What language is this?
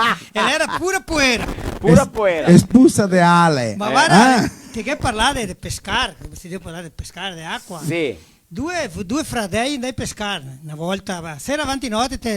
Venetian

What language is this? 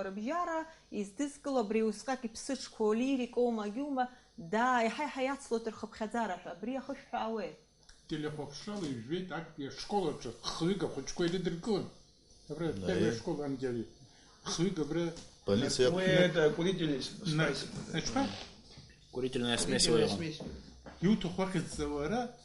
Abkhazian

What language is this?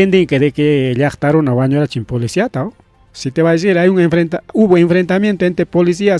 Ayacucho Quechua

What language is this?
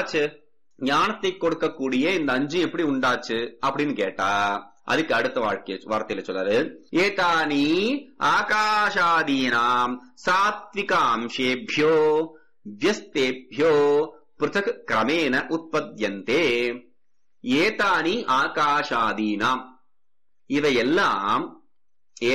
Tamil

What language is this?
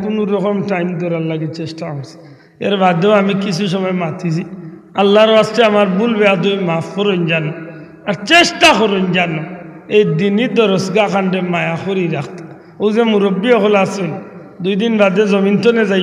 Sylheti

